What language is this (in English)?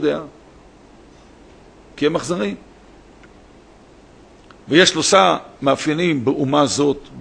Hebrew